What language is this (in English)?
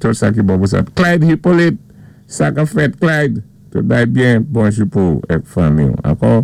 Saint Lucian Creole French